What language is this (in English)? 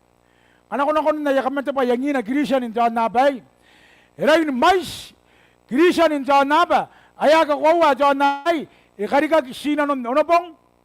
Gilbertese